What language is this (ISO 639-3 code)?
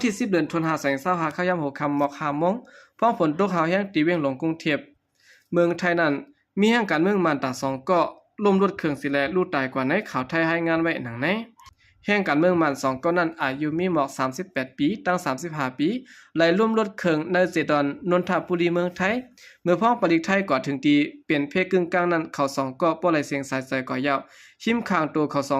shn